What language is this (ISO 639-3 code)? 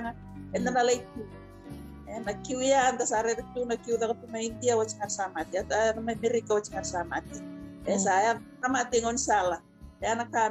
fij